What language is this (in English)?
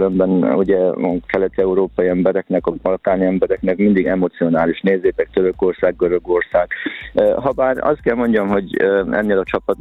Hungarian